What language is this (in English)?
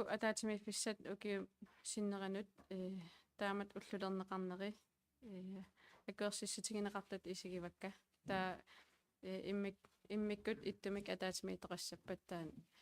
Kalaallisut